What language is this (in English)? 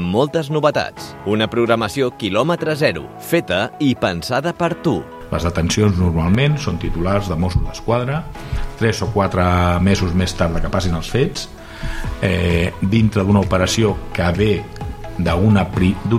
Catalan